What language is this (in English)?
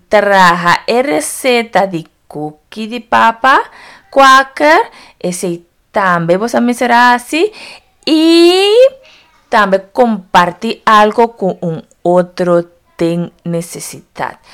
Papiamento